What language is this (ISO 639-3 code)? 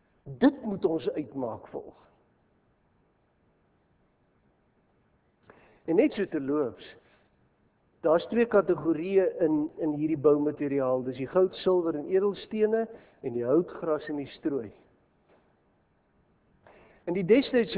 afr